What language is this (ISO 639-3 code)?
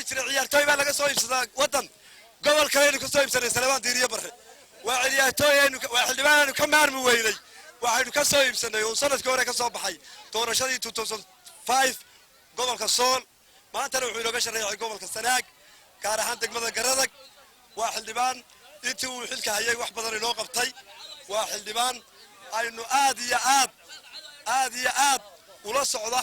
som